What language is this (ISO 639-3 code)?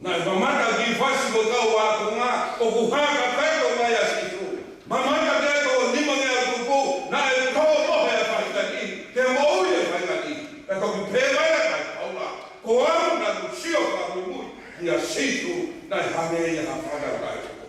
ton